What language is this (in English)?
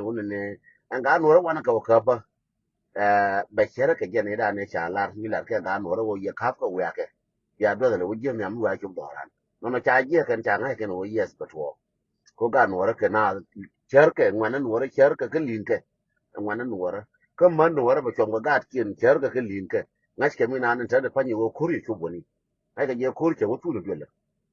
Nuer